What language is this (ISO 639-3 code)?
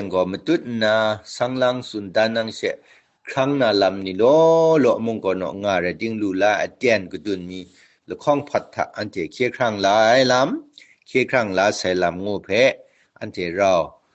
kac